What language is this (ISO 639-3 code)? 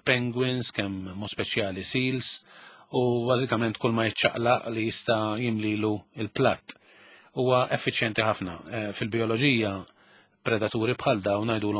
mlt